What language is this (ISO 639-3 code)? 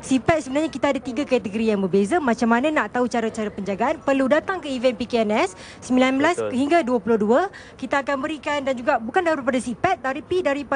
msa